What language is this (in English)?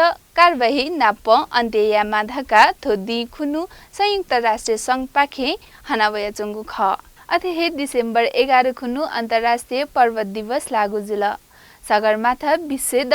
Newari